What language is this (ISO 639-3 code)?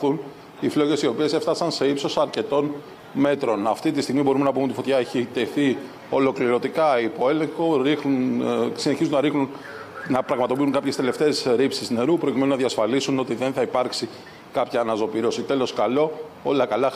ell